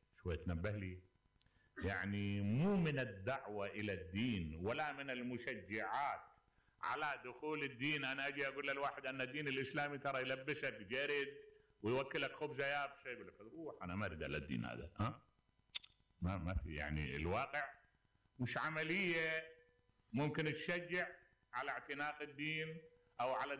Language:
Mesopotamian Arabic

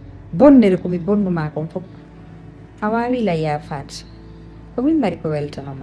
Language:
Fula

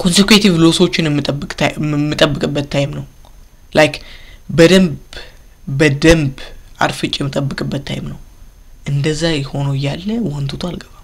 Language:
Amharic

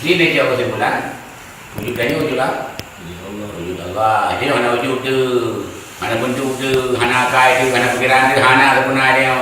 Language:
Achinese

